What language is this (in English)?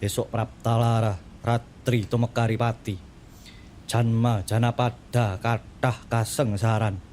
Javanese